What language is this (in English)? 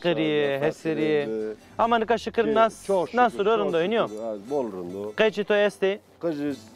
Zaza